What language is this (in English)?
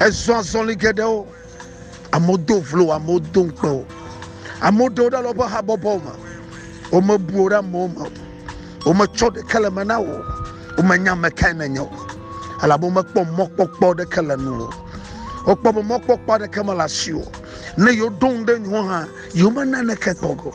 Ewe